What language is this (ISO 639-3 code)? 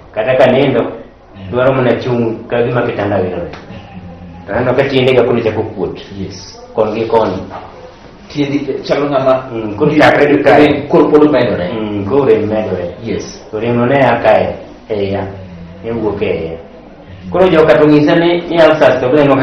luo